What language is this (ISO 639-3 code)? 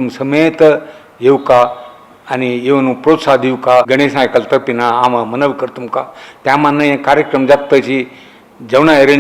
kok